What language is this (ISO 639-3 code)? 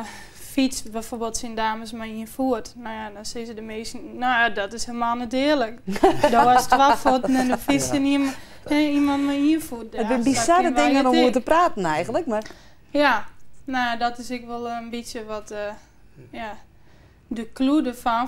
fry